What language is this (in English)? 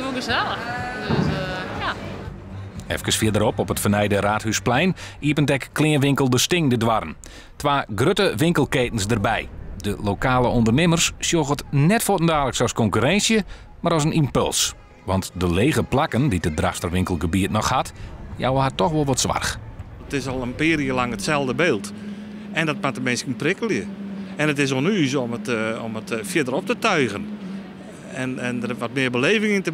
Western Frisian